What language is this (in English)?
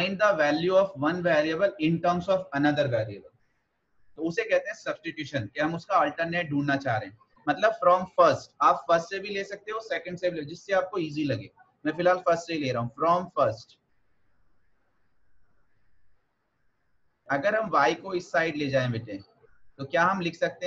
Hindi